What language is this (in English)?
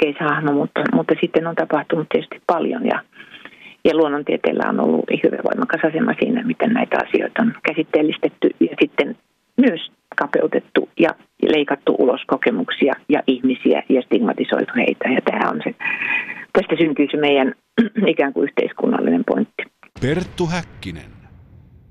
Finnish